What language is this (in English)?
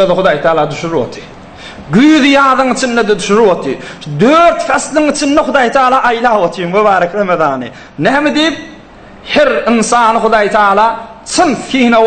Turkmen